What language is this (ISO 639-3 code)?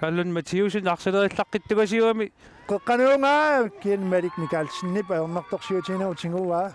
kal